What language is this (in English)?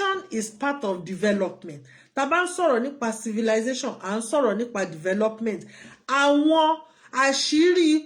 Yoruba